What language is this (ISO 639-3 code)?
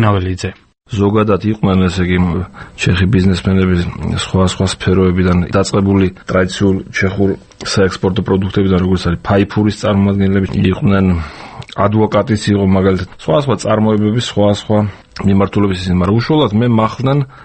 kat